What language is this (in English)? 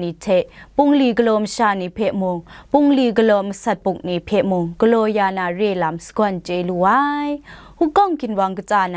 Kachin